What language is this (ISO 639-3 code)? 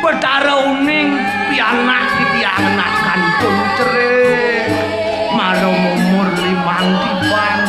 ban